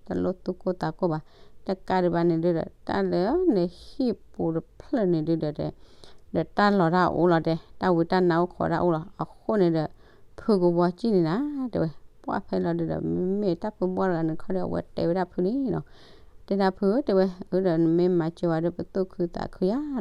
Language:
S'gaw Karen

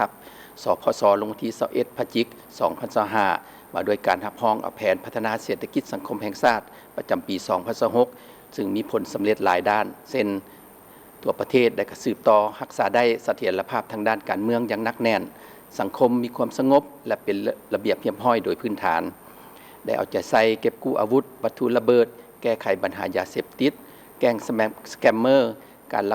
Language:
Lao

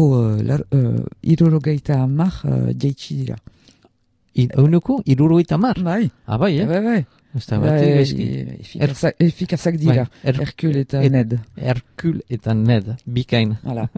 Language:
Basque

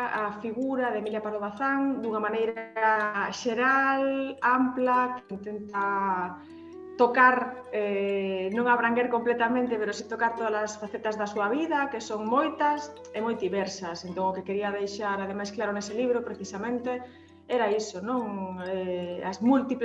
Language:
Galician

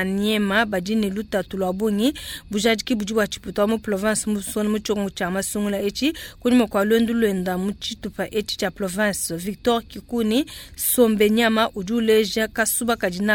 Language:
Luba-Lulua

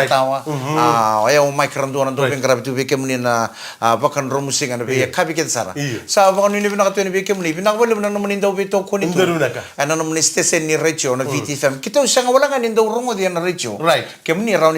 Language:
Fijian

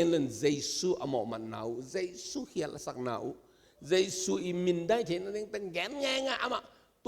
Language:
Tedim Chin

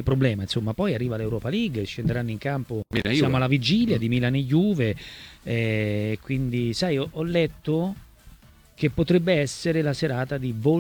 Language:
Italian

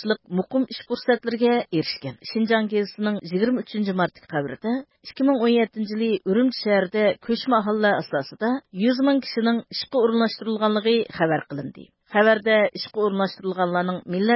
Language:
Uyghur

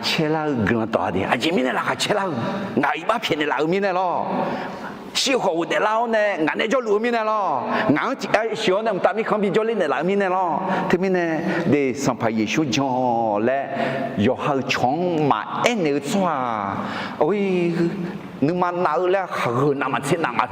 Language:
Akha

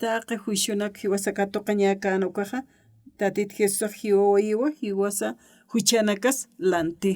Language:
Aymara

